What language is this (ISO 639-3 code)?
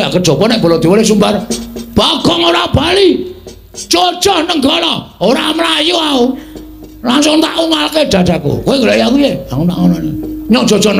jav